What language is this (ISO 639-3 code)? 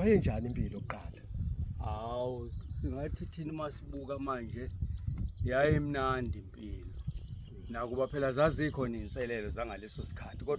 zul